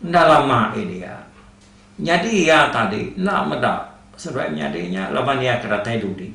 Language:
Iban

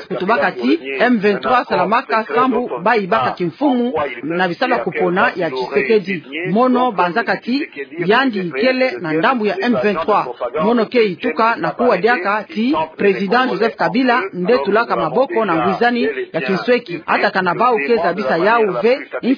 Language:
Kituba (Democratic Republic of Congo)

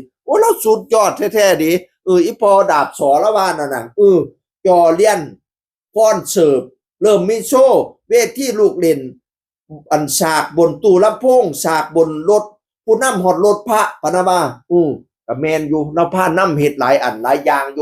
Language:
Northeastern Thai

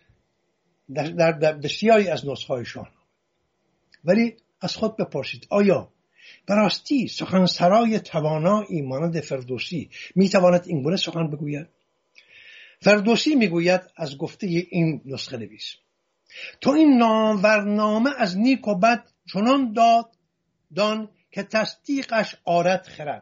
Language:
Persian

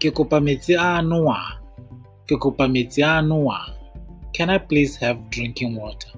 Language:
Tswana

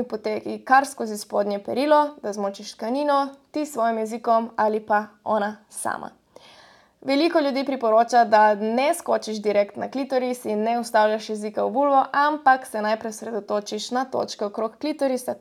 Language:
Slovenian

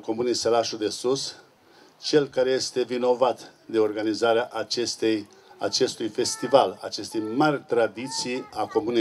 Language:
Romanian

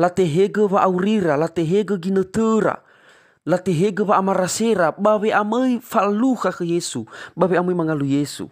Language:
Nias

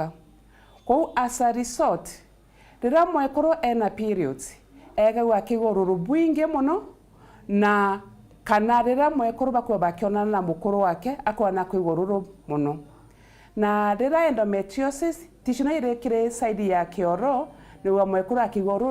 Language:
Meru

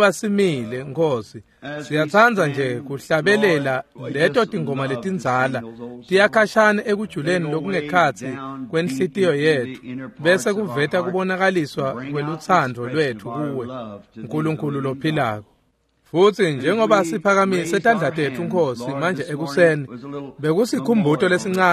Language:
Swati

